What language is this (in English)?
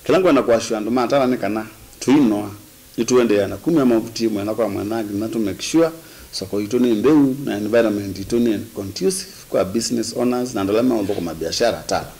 Kamba